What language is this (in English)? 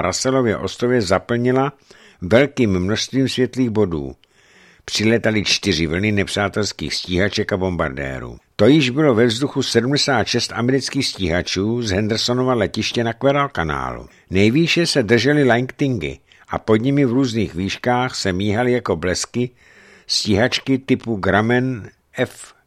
Czech